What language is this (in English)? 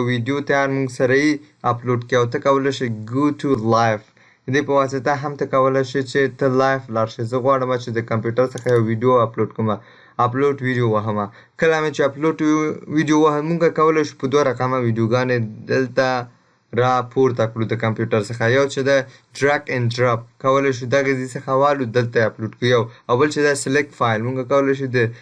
Pashto